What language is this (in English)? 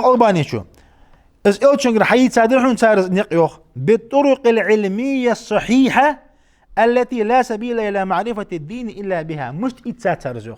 Ingush